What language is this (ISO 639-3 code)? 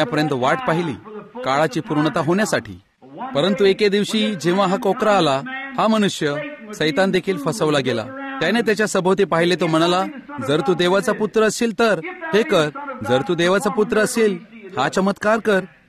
mar